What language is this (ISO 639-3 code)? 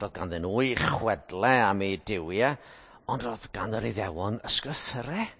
cym